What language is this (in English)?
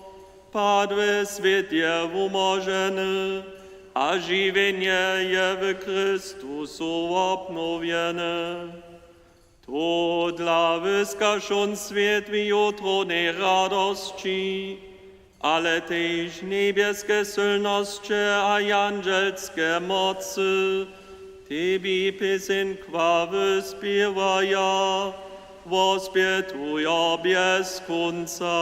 Upper Sorbian